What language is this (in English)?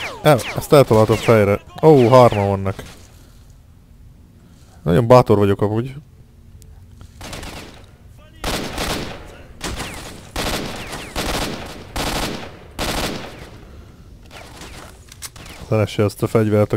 Hungarian